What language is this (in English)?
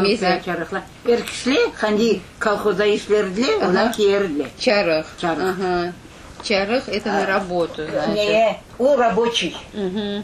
Crimean Tatar